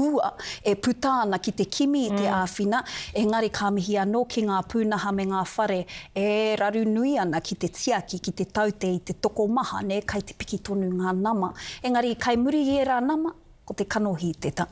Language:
Māori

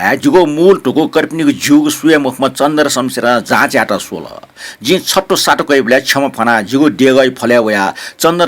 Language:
Newari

